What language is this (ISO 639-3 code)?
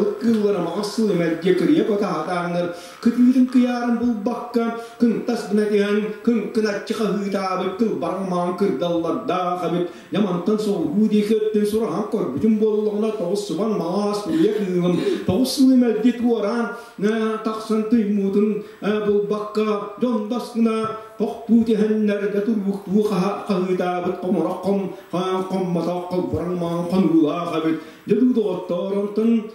sah